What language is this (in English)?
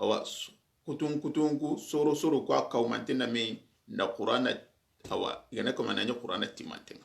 Soninke